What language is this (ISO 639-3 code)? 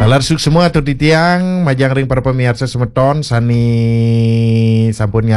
ban